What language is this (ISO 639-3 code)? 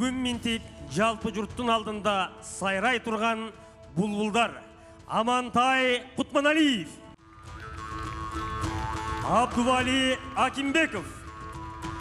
kir